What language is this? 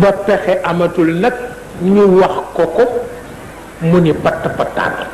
Wolof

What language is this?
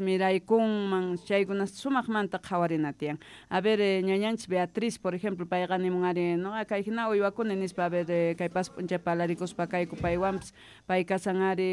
South Bolivian Quechua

